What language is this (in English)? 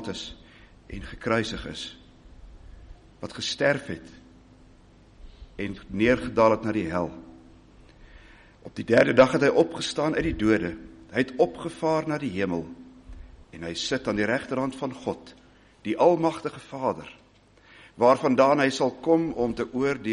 Afrikaans